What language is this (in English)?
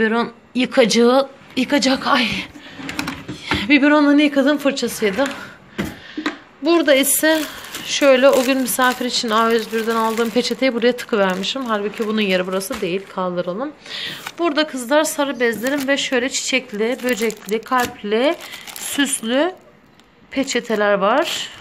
Turkish